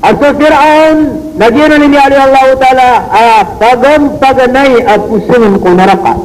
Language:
Maranao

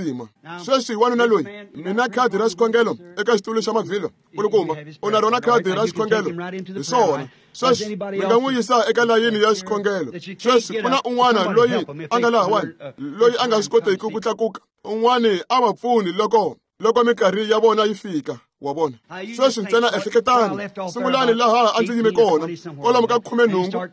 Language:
Tsonga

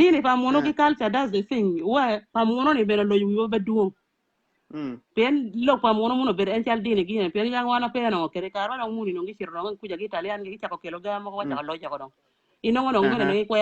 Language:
Acoli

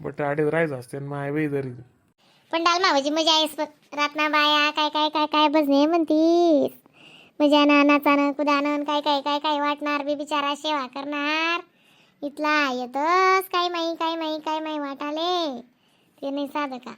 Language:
Khandesi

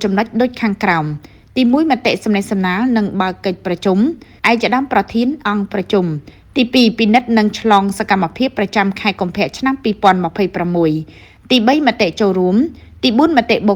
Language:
Khmer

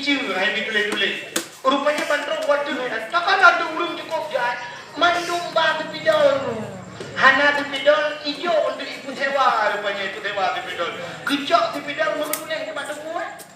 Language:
Achinese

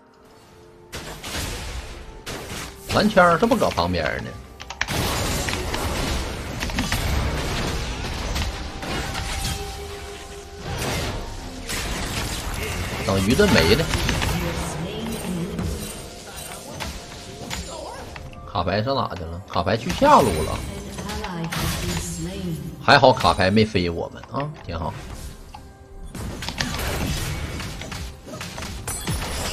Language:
Chinese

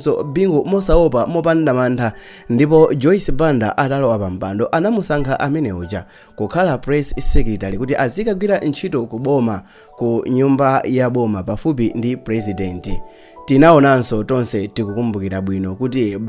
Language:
Nyanja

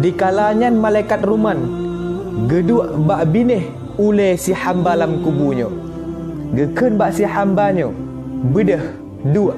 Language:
Achinese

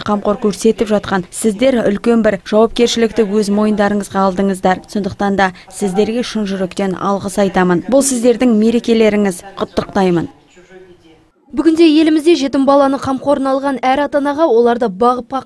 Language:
Kazakh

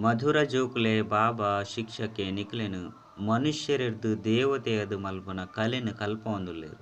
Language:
Tulu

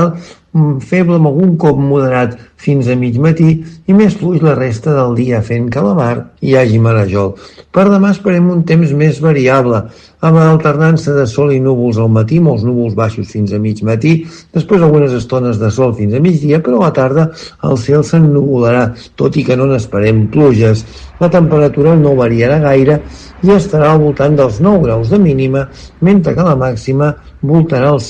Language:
Catalan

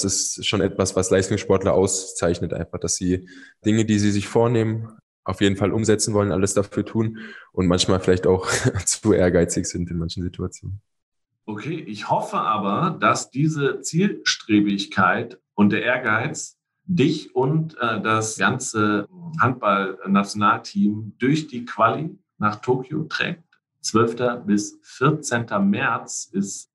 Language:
German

